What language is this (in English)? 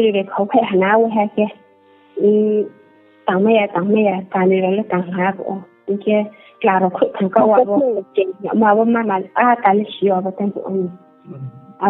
Riang (India)